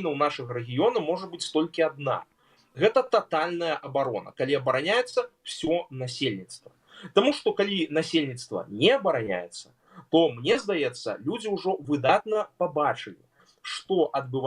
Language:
Belarusian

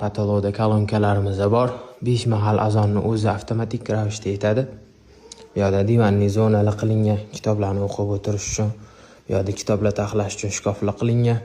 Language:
Uzbek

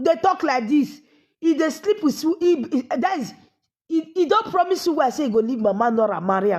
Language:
Nigerian Pidgin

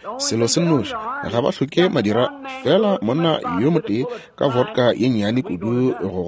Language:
Northern Sotho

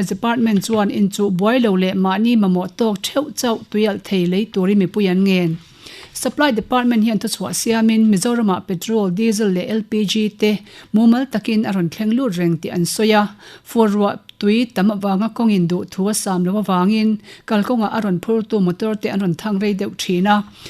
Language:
Mizo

